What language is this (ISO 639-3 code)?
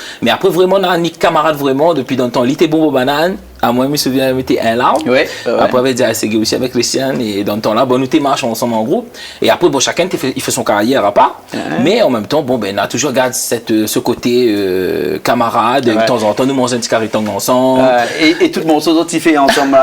rcf